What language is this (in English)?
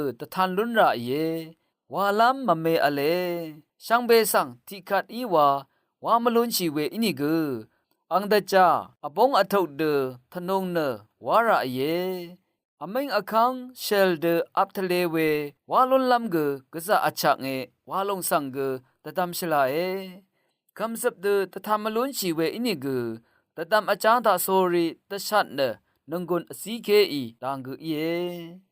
Rawang